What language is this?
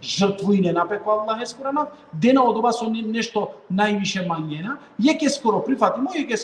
Balkan Romani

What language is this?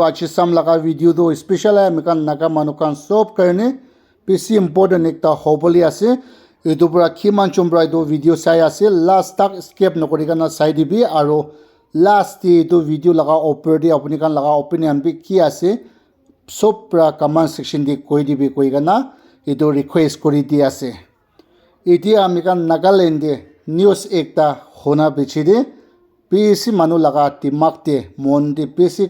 Naga Pidgin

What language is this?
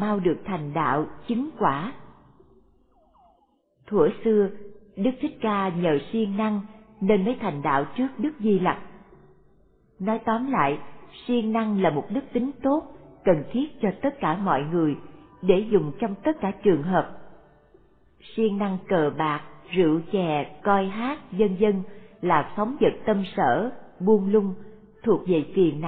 Vietnamese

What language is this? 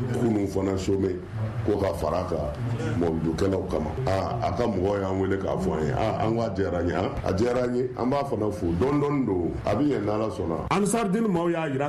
Bambara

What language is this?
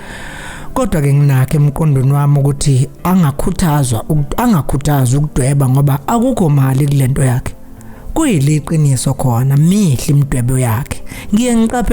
Zulu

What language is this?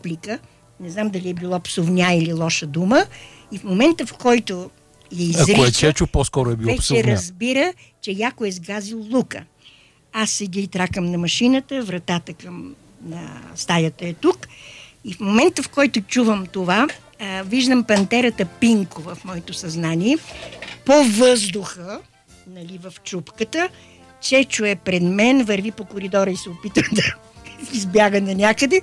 Bulgarian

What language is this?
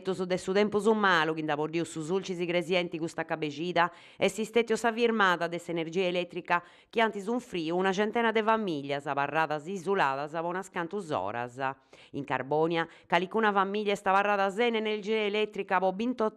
Sardinian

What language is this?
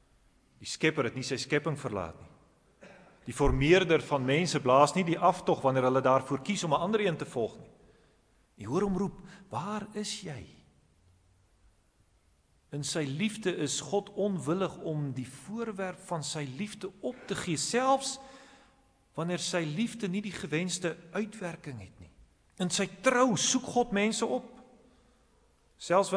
Afrikaans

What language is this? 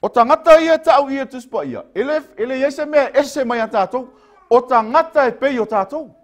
Samoan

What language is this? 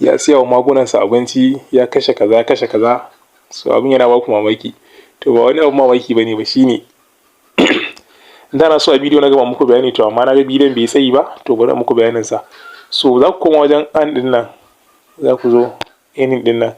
Hausa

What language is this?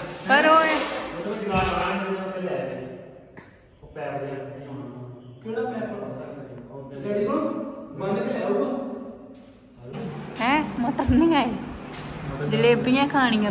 Punjabi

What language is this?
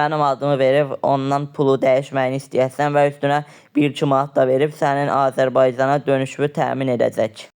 Azerbaijani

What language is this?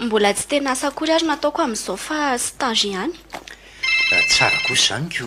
Malagasy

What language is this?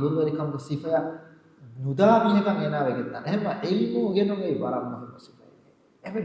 Divehi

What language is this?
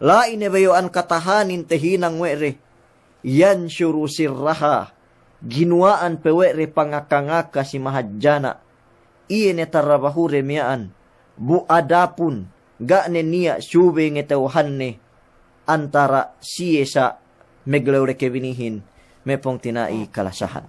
Yakan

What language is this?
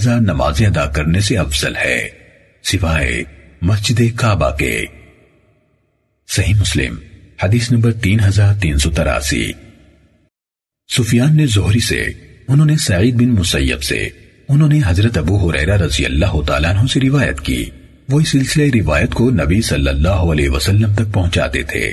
Urdu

